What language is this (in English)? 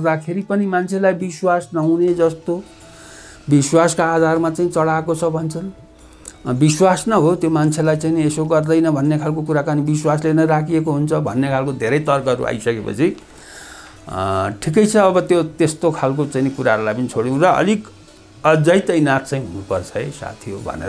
Nepali